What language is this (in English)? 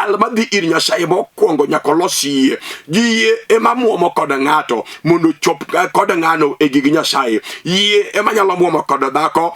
Luo (Kenya and Tanzania)